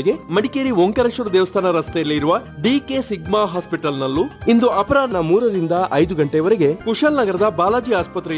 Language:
Kannada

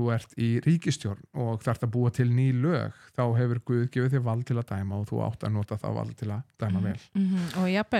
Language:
Icelandic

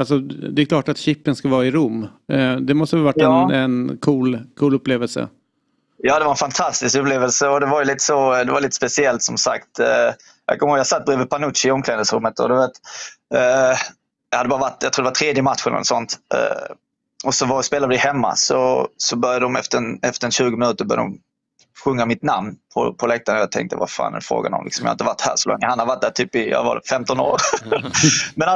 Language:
Swedish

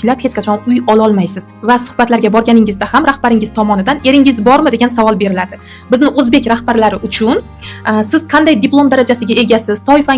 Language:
Uzbek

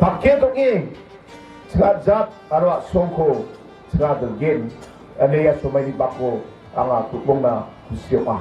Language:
Garo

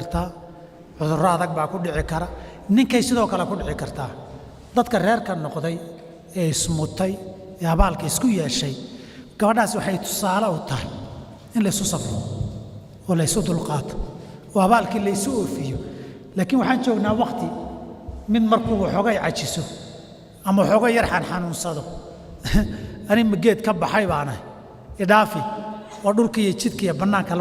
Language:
Somali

